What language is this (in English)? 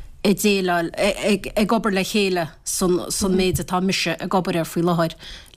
Irish